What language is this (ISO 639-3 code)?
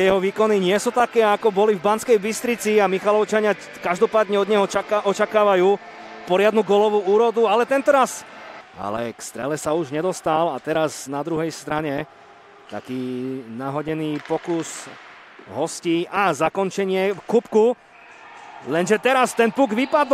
slk